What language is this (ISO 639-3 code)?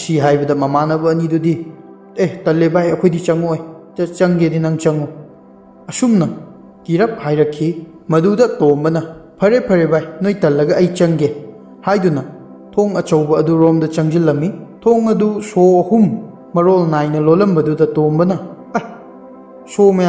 mni